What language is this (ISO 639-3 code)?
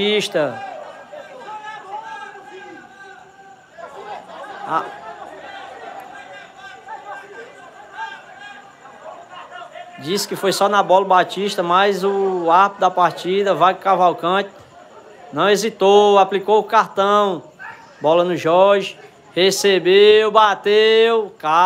por